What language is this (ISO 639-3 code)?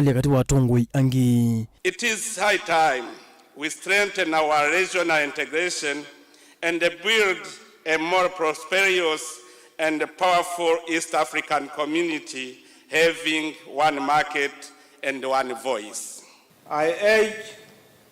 kam